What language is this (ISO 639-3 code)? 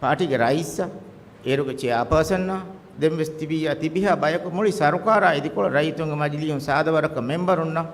div